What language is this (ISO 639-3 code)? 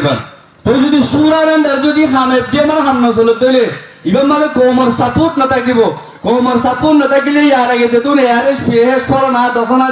rhg